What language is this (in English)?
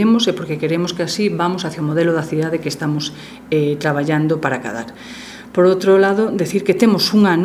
Galician